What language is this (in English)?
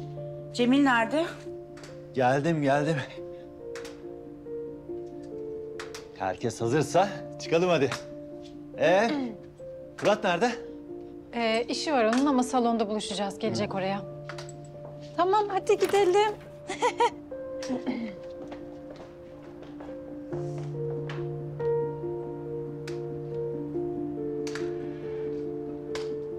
Turkish